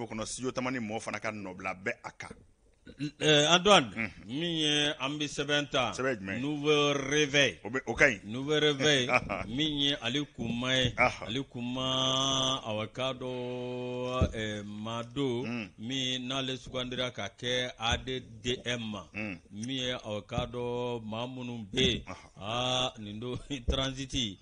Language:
Bambara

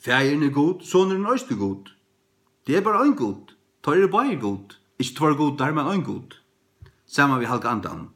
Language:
Faroese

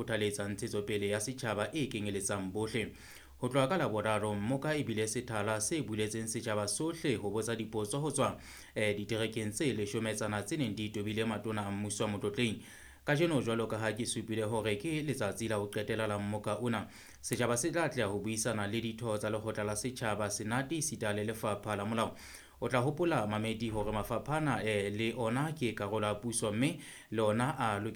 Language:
Southern Sotho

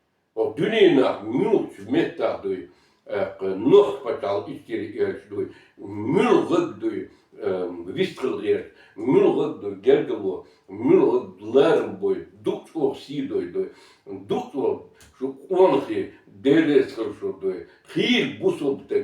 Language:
Chechen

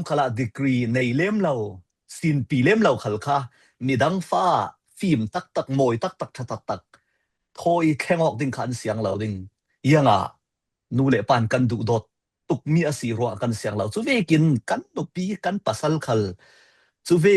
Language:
Falam Chin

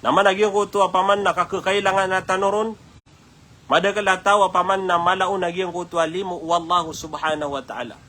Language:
Maranao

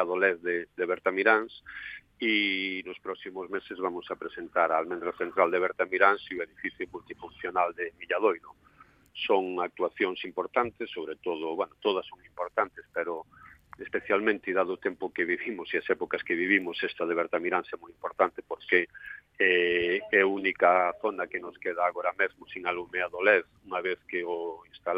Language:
Galician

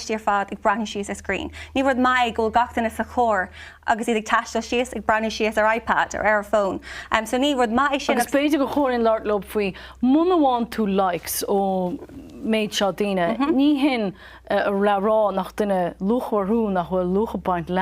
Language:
Irish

